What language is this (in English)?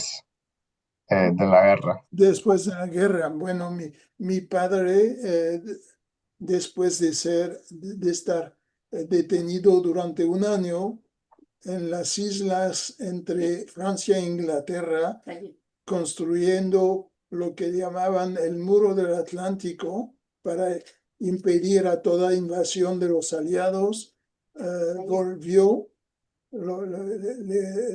Ladino